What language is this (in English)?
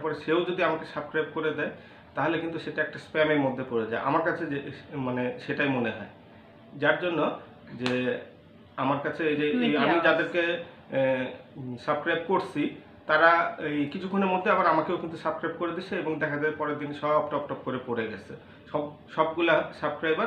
Bangla